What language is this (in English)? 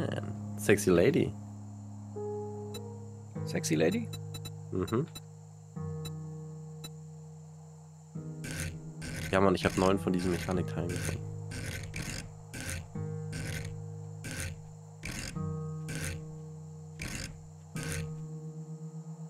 German